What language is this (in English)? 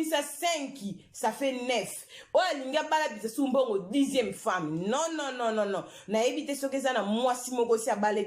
Lingala